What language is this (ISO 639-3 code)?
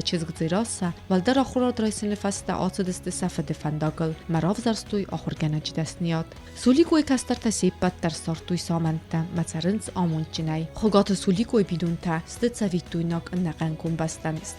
oss